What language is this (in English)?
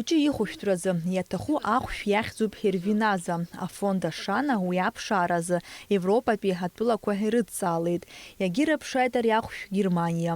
Abkhazian